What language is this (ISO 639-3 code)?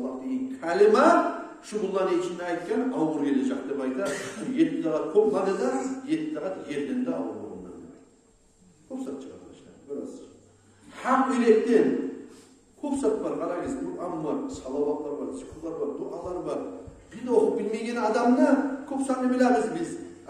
kum